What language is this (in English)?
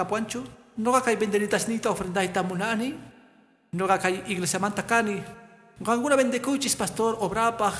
Quechua